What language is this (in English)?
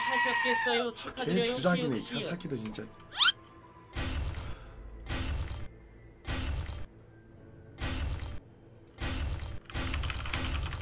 Korean